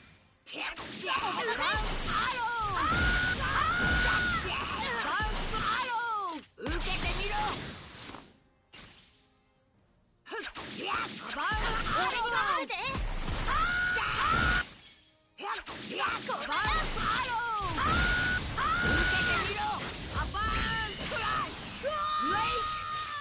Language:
Japanese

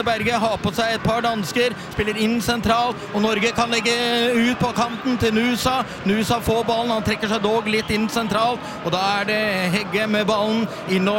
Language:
Norwegian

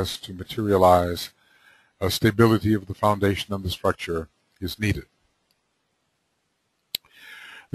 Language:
English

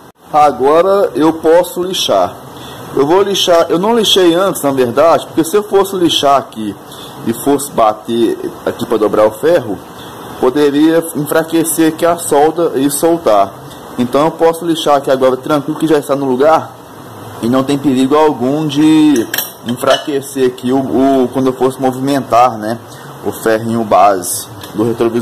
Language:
Portuguese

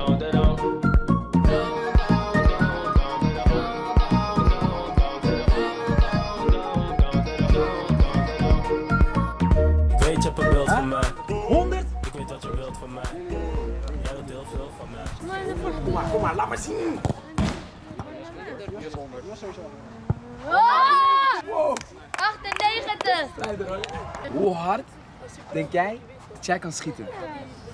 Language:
Dutch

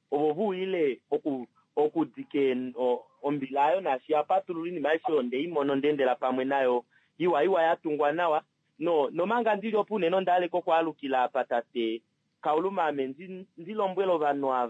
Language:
Kuanyama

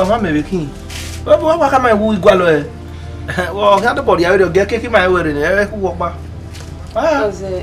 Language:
Bini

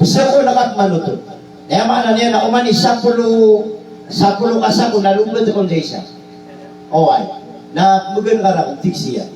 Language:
Maranao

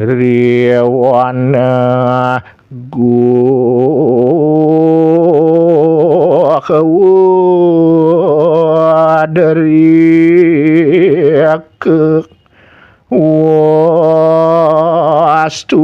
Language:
Balinese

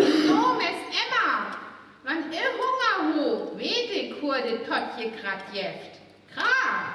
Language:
Northern Frisian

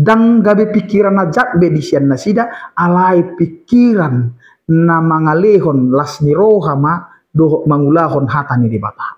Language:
Batak Toba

